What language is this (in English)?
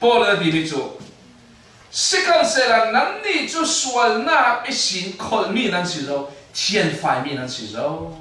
Falam Chin